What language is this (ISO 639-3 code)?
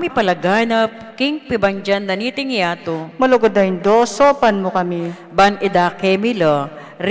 pam